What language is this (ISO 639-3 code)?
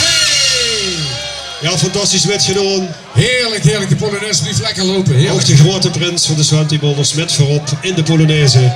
lim